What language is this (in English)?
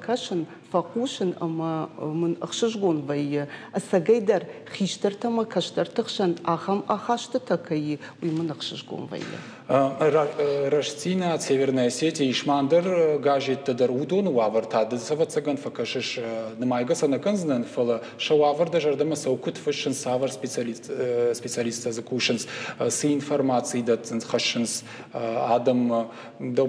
Ossetic